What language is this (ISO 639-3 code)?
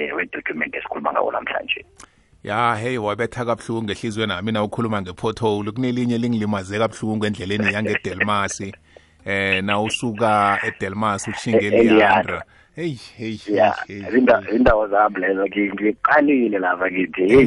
nbl